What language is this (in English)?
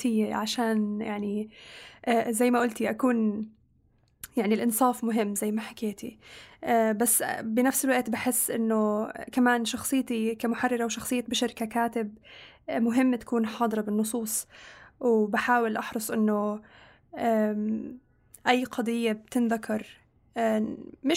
North Levantine Arabic